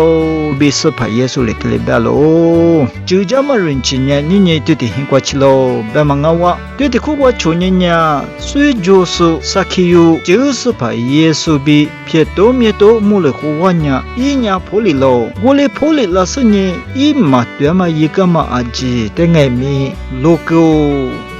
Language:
Lisu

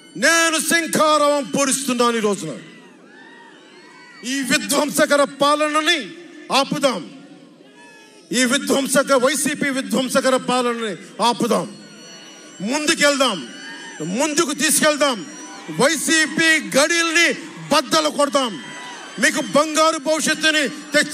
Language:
Telugu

